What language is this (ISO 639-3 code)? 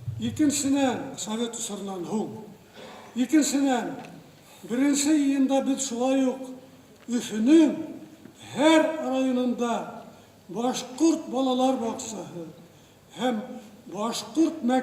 bak